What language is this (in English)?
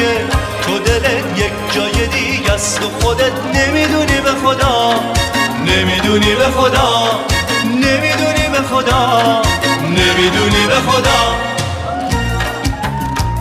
Persian